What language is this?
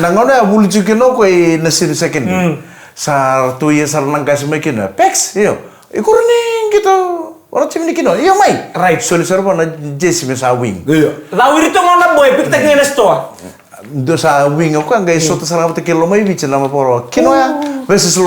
Fijian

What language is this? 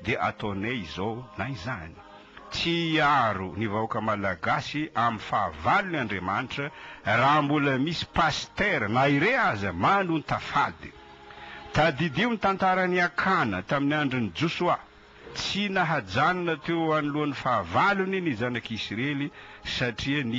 Malagasy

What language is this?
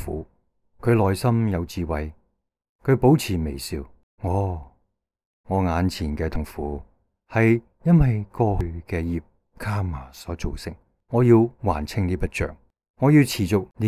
Cantonese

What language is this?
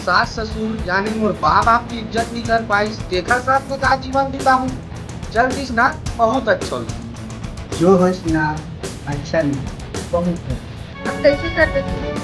Chhattisgarhi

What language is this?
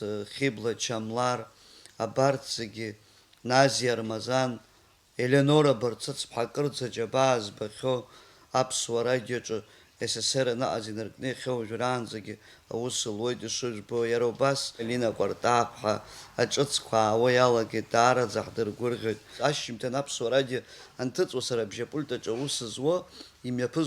Abkhazian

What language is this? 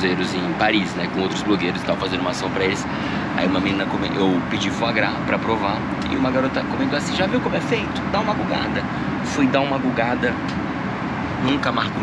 Portuguese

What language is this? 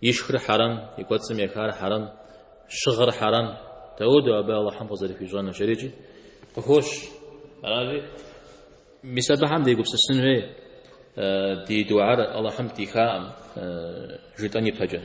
Kabardian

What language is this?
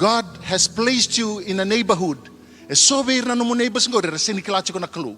Fijian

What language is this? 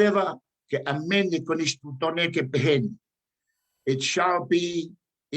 Tongan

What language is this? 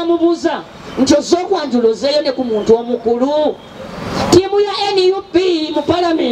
Ganda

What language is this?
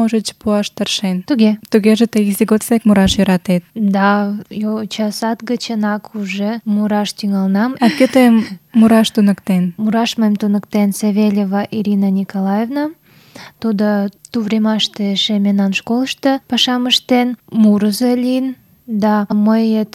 Mari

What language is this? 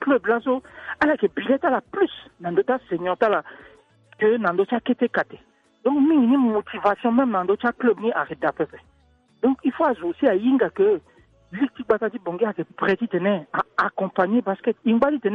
Sango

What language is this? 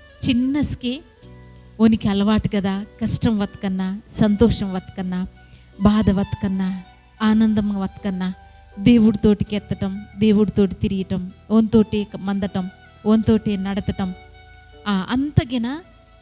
Koya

